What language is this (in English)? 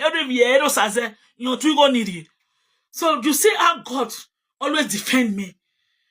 Nigerian Pidgin